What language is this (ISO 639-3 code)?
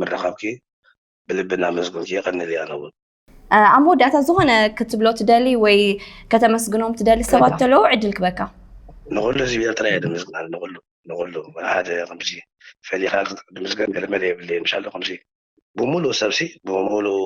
tir